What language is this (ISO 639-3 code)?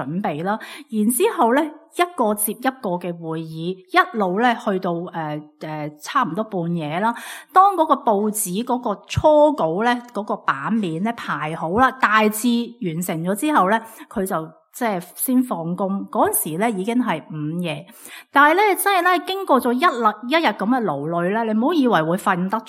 yue